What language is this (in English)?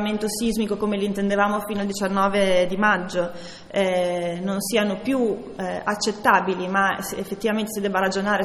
Italian